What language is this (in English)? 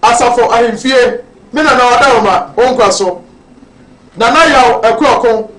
Akan